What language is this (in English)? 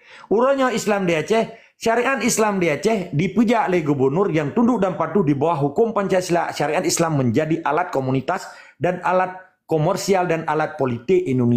Achinese